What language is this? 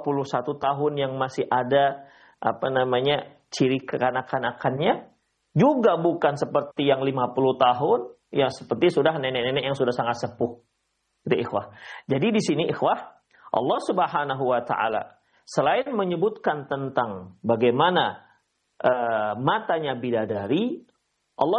Indonesian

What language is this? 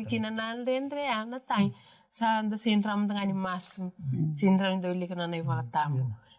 Fijian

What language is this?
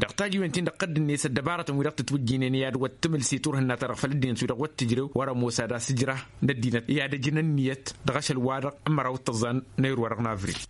Tamasheq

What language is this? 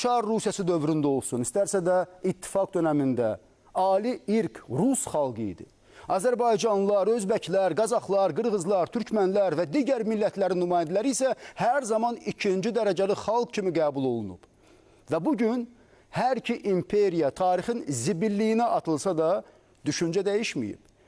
Azerbaijani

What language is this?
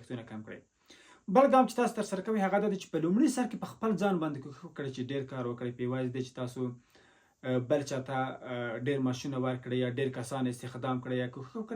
Pashto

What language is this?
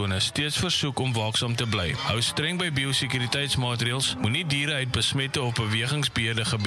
Afrikaans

